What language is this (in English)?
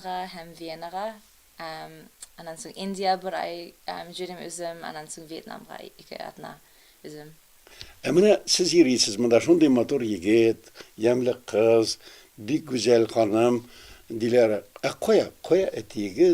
Tatar